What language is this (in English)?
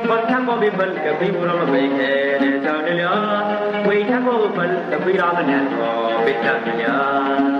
Nuer